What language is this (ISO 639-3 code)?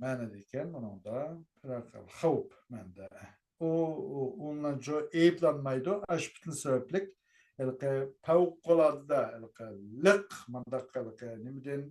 uig